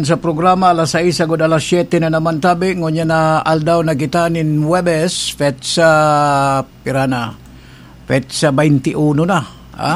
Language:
Bikol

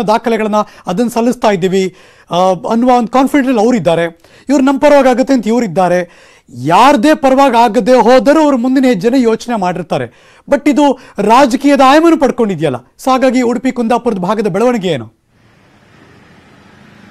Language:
Kannada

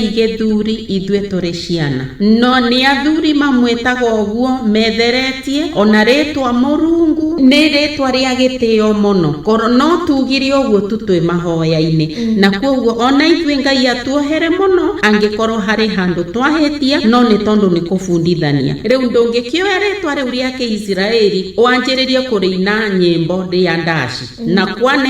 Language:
Kikuyu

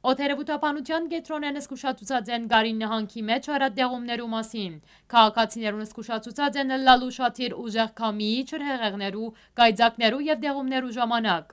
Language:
Western Armenian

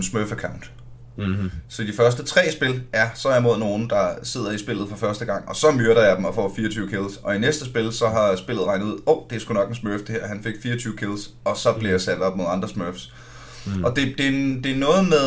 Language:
Danish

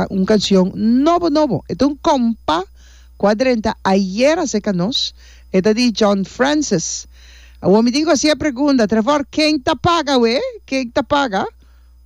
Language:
Papiamento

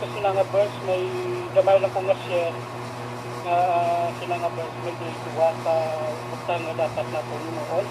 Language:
Hiligaynon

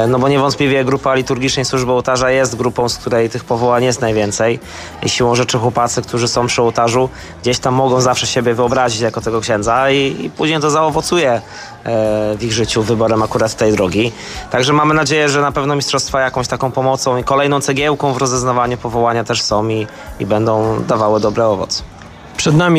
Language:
Polish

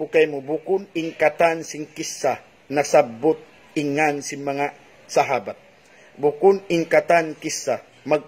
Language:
Tausug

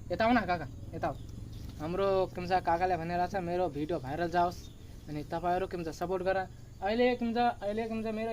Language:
Nepali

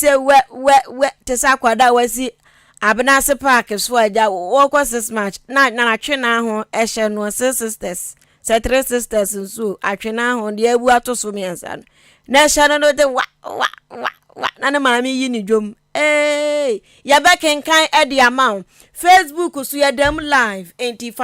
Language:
Akan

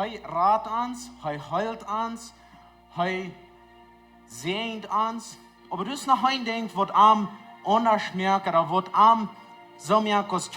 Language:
Plautdietsch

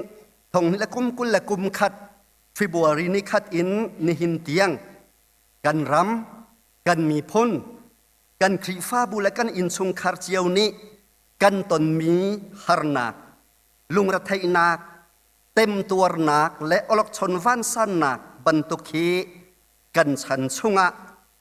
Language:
Hakha Chin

